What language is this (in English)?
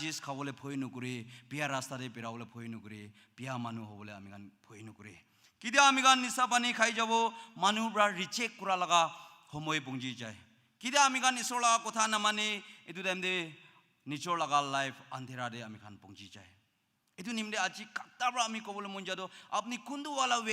Naga Pidgin